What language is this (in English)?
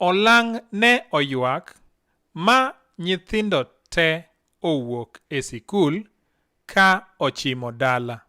Luo (Kenya and Tanzania)